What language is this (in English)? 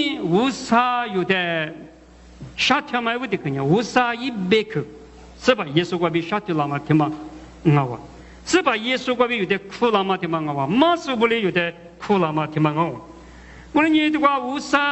Lisu